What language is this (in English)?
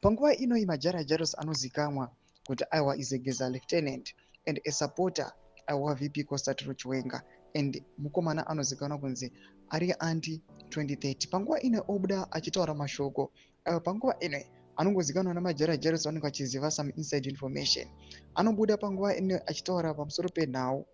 Shona